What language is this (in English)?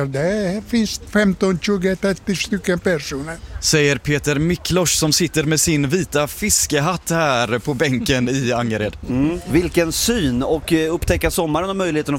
Swedish